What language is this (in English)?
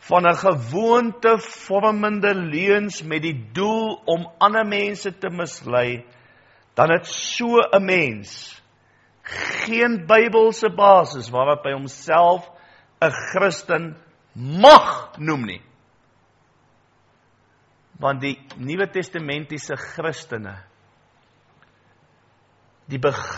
Afrikaans